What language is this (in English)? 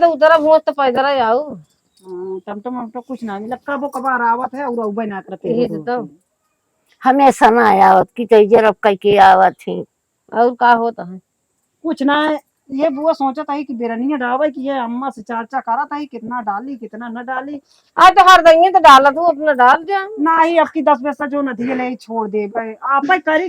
Awadhi